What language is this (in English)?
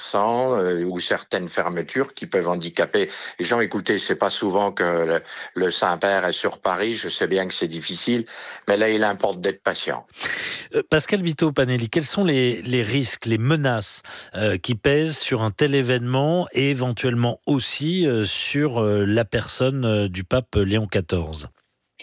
French